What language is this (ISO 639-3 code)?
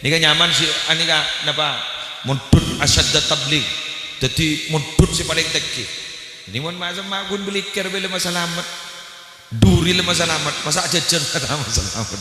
mad